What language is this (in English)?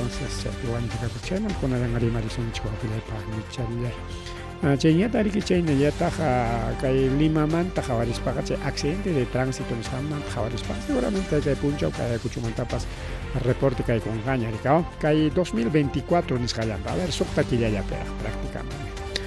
Ayacucho Quechua